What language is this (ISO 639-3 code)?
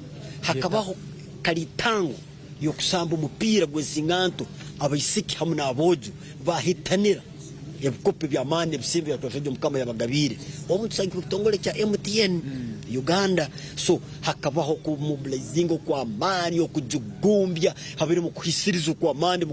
nyn